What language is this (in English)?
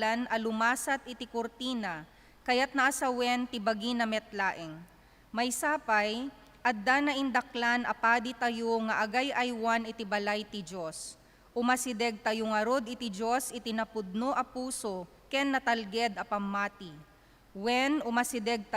Iloko